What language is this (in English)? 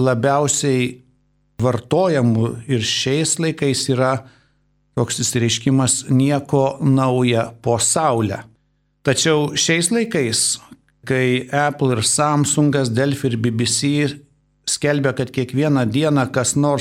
Lithuanian